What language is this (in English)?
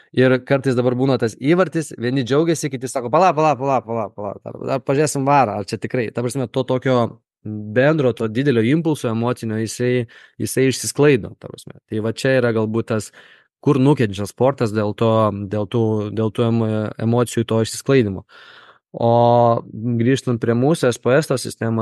Lithuanian